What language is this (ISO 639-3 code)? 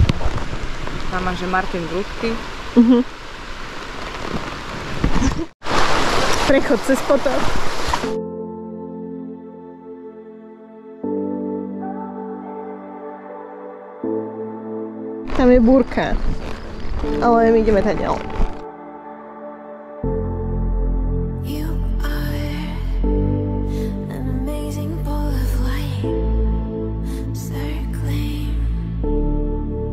slk